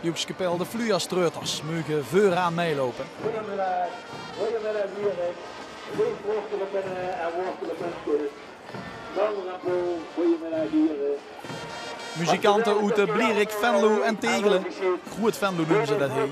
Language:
Limburgish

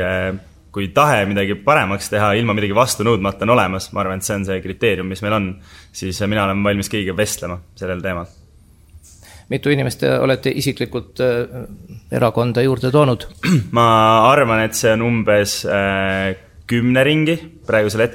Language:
Estonian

